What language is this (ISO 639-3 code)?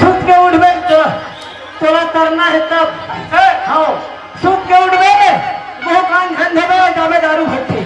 hne